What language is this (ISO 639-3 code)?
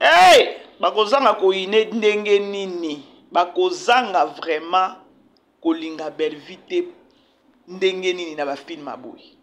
lin